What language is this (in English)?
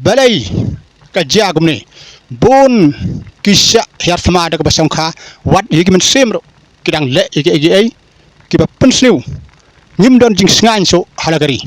Khasi